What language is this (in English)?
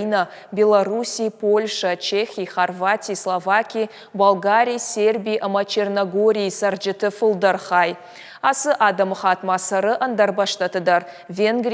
Ossetic